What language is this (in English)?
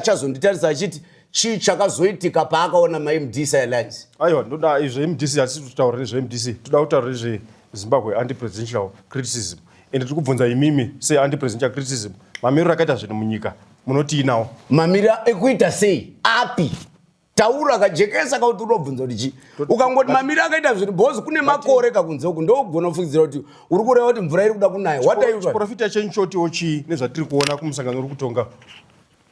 Shona